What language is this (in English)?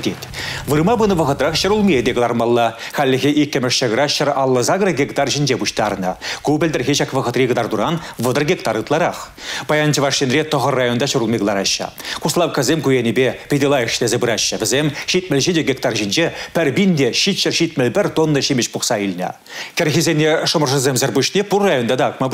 Chuvash